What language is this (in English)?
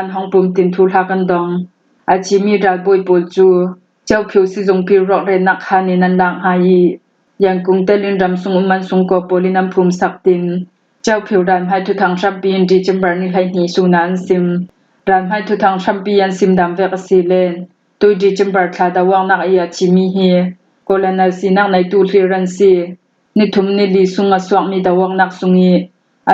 Hakha Chin